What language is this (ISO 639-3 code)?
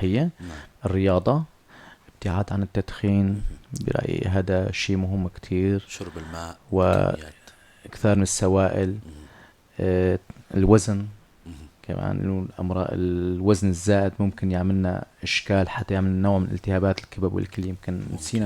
apc